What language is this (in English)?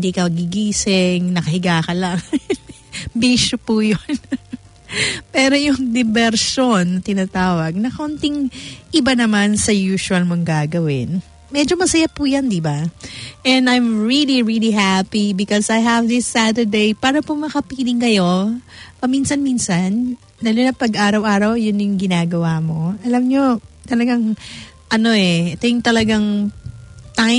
Filipino